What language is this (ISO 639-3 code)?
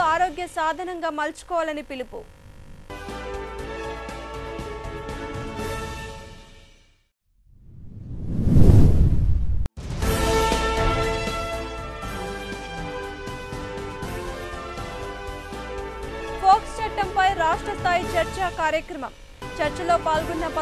tel